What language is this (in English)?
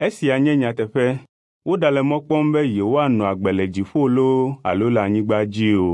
Ewe